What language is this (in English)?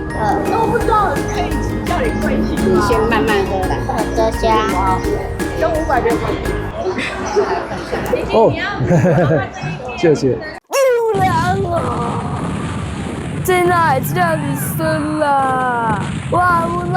Min Nan Chinese